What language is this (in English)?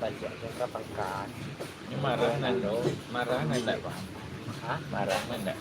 Minangkabau